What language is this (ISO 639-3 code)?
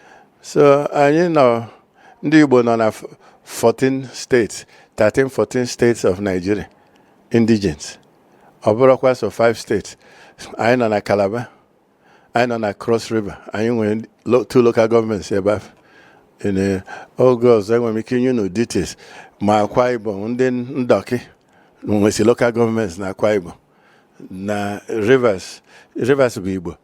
ibo